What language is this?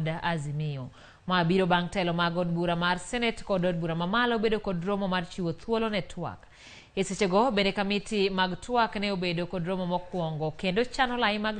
Luo (Kenya and Tanzania)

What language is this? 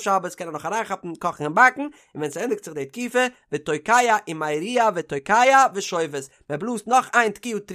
Yiddish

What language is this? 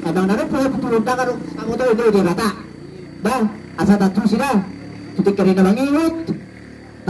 Batak Toba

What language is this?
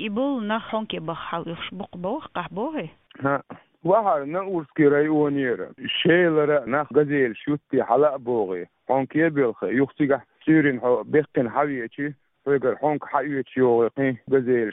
Chechen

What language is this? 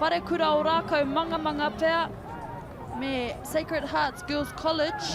Māori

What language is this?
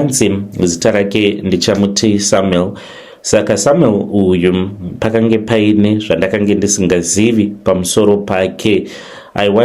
Shona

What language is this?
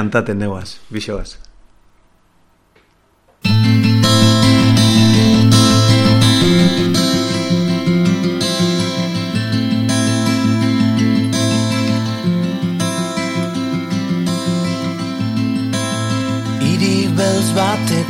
Basque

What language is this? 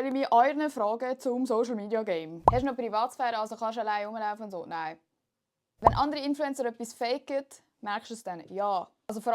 Swiss German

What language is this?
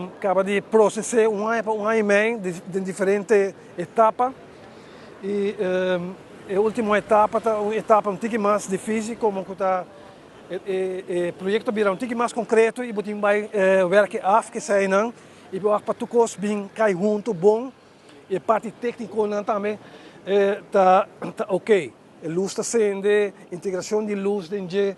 Papiamento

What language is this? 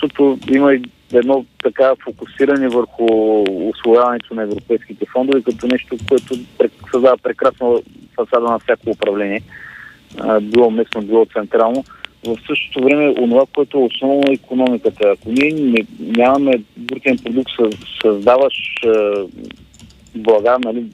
Bulgarian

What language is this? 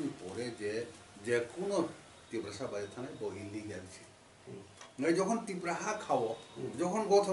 Kok Borok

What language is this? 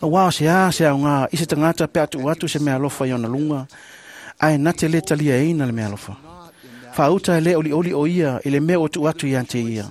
Samoan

